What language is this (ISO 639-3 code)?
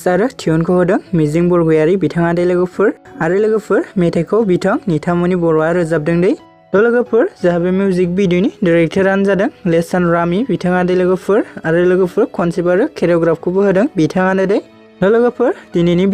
brx